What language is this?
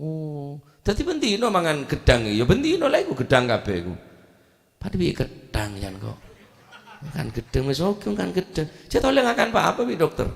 Madurese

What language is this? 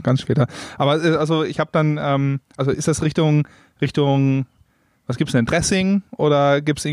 German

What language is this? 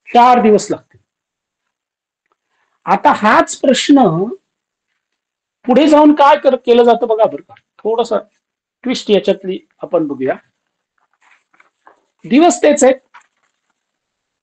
Marathi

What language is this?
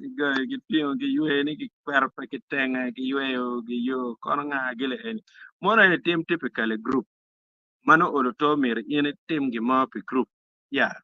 Acoli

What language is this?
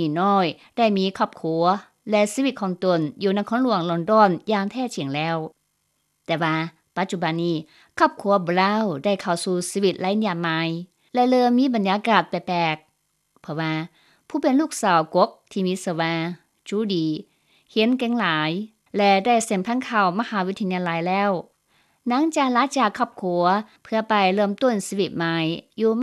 Lao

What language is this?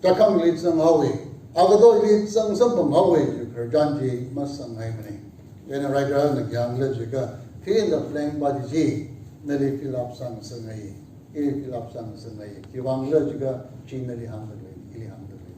Tangkhul Naga (India)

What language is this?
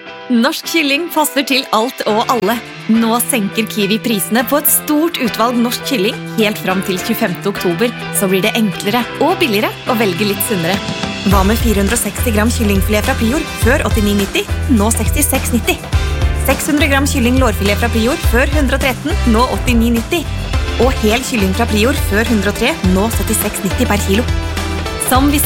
Norwegian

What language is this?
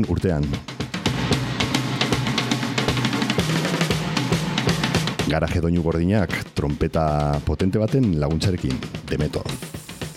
Basque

